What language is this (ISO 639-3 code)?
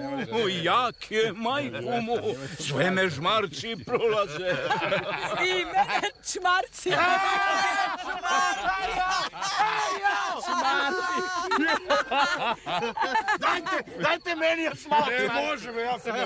srp